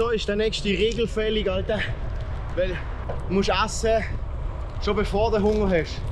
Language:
Swiss German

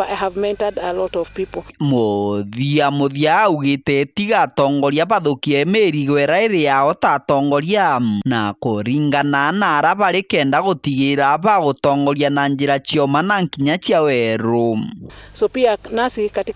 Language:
Meru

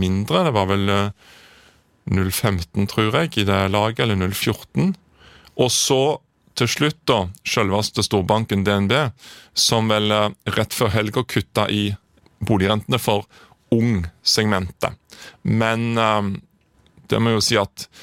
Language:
Norwegian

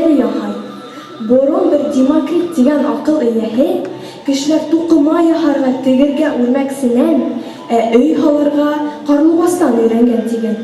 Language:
Bashkir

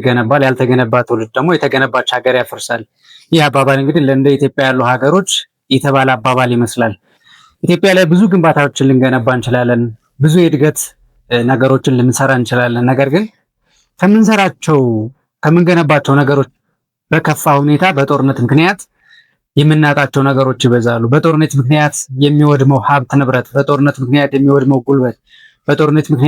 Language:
Amharic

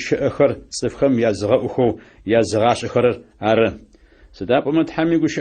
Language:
Adyghe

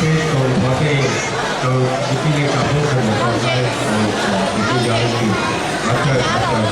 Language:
Hmong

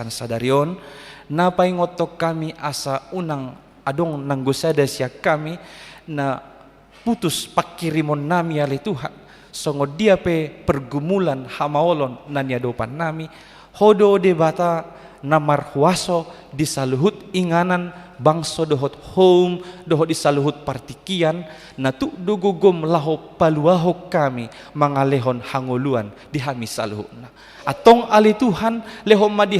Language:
Batak Toba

